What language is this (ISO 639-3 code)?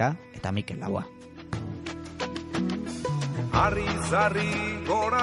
eus